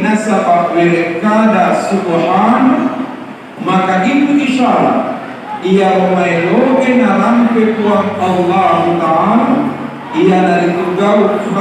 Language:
Buginese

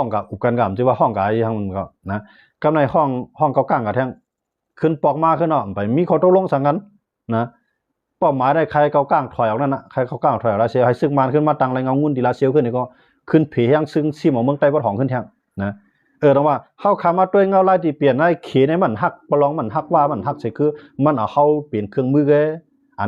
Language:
Shan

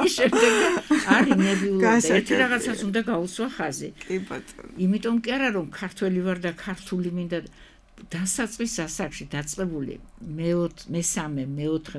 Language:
Georgian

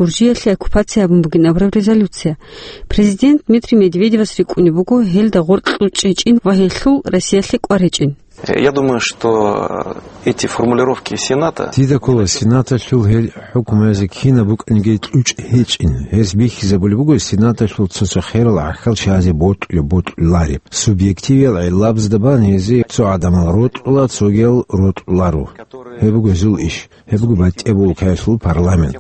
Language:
Avaric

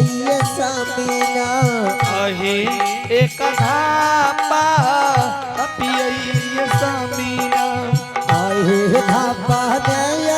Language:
Angika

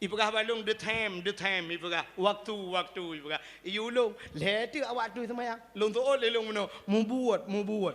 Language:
Achinese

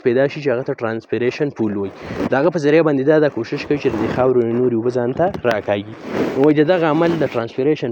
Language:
Pashto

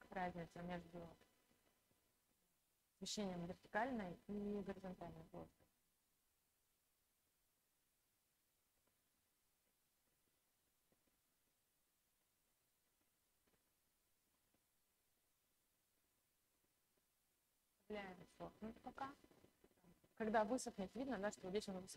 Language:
Russian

